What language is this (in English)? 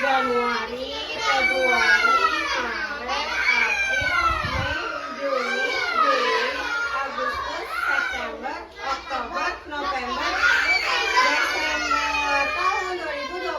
Banjar